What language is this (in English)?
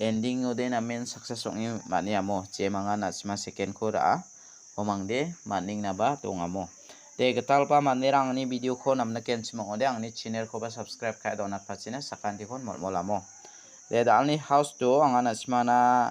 Garo